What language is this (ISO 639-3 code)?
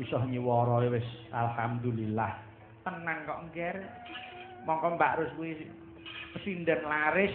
jav